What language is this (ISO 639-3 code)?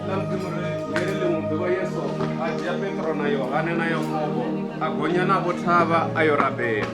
ven